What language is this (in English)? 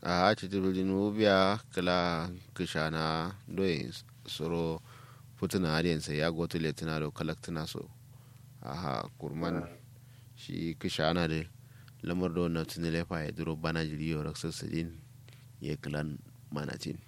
Kanuri